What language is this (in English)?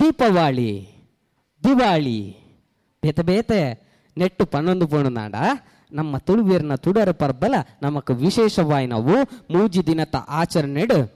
Tulu